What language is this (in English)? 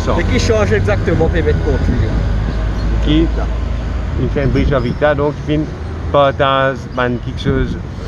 Morisyen